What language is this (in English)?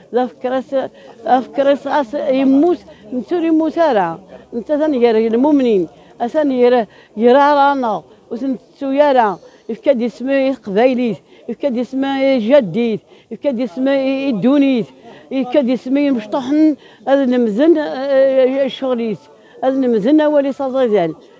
Kabyle